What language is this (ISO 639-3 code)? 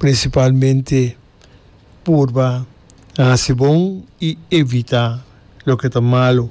pap